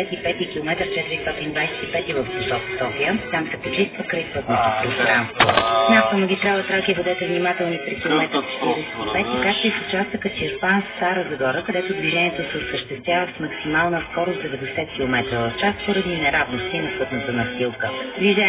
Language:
Bulgarian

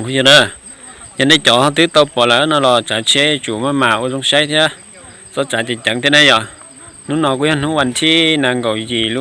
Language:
Hmong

